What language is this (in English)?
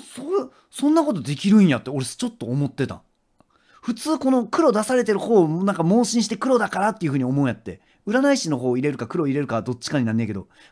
Japanese